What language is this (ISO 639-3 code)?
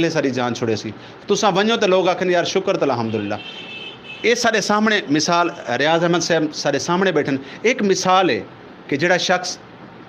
skr